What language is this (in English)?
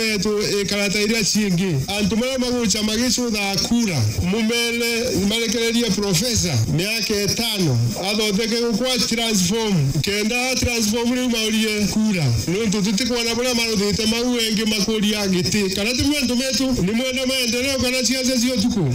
Meru